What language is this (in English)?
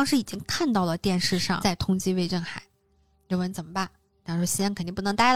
Chinese